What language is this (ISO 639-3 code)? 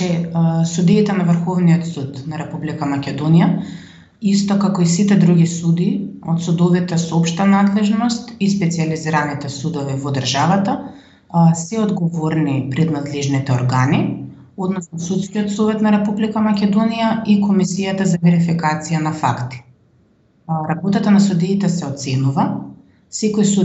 mkd